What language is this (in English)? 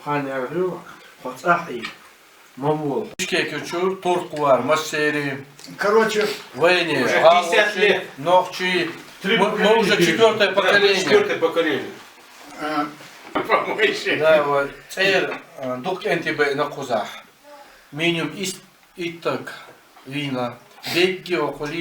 Chechen